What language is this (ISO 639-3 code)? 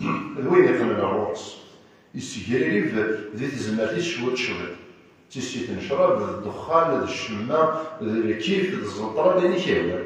kab